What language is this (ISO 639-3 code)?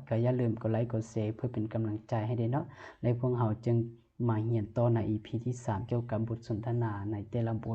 lao